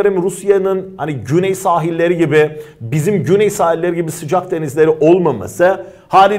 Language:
Turkish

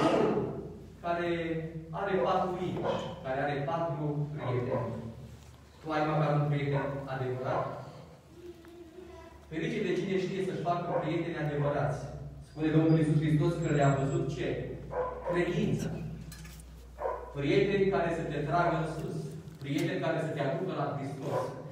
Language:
Romanian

